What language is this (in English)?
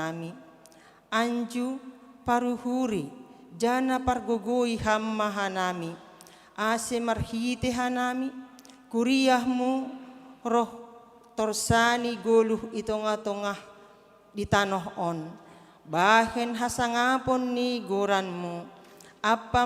Batak Simalungun